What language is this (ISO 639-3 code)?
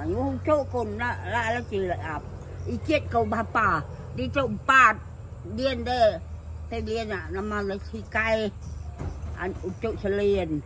iba